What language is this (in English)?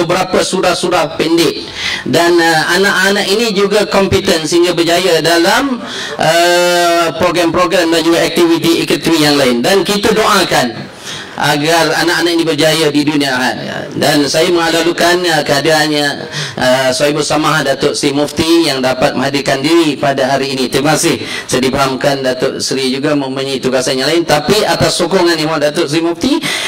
Malay